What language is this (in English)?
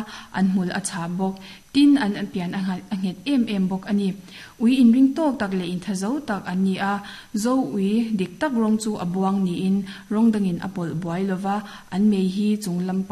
Mizo